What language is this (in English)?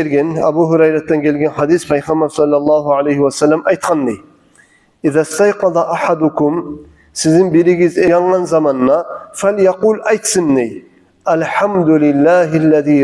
Kumyk